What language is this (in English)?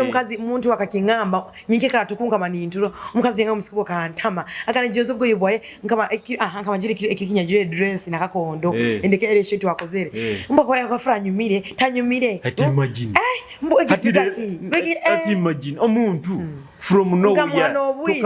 Nyoro